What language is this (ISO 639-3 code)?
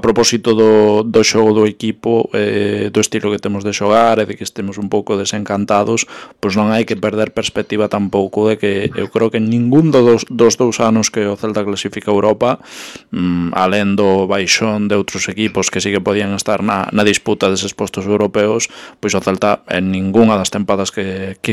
glg